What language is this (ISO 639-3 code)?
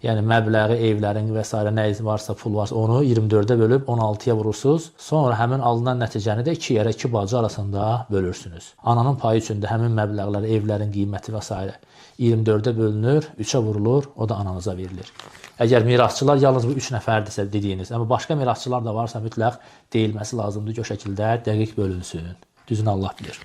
aze